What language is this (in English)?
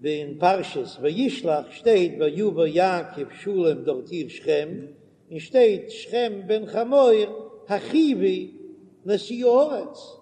Yiddish